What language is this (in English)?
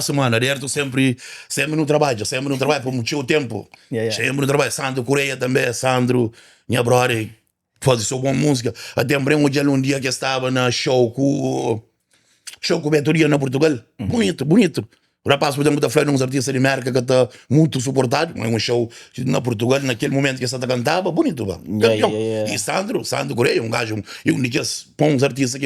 Kabuverdianu